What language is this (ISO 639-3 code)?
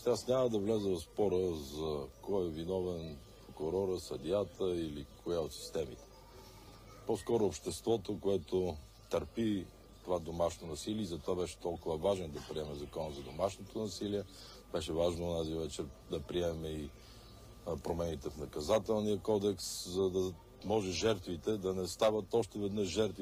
bul